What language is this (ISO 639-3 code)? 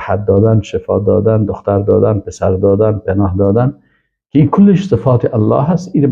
fas